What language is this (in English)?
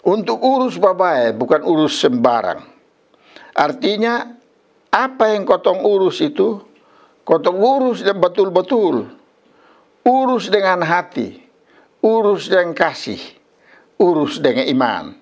Kupang Malay